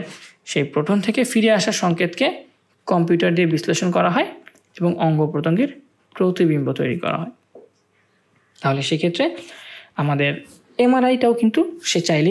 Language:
Bangla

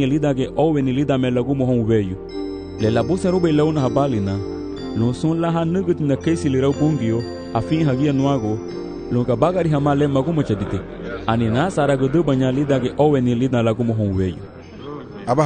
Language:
Garifuna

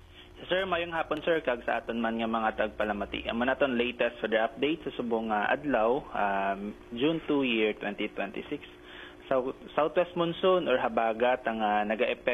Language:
Hiligaynon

